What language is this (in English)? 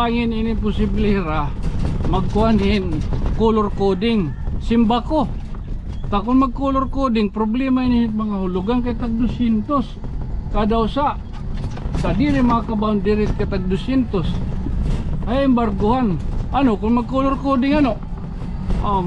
Waray